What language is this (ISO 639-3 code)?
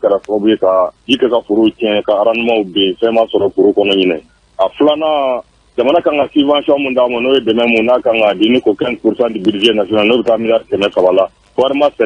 bam